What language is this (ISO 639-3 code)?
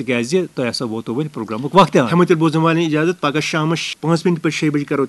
kas